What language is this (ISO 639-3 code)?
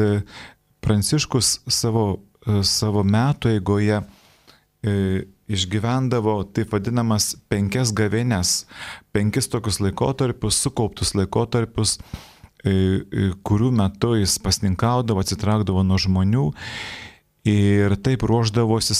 lit